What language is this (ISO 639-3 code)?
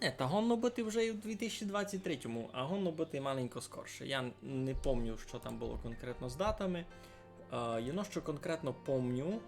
rue